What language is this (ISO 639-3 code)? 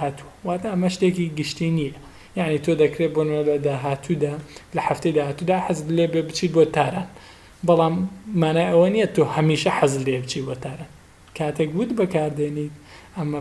ckb